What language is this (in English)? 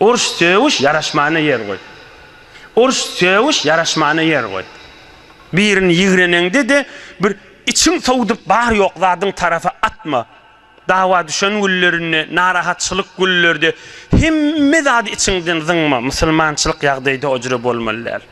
Turkmen